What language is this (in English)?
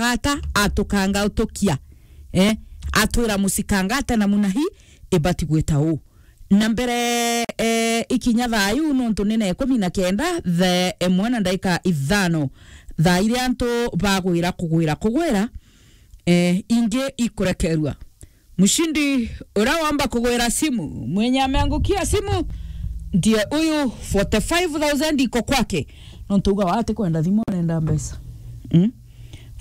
Meru